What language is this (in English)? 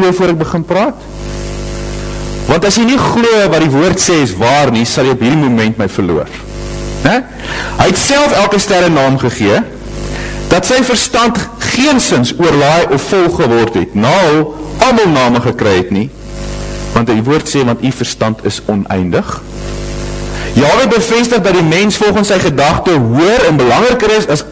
Afrikaans